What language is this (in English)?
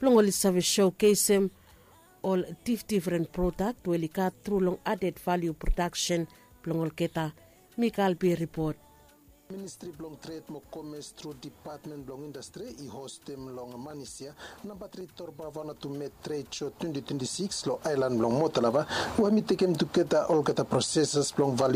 Bislama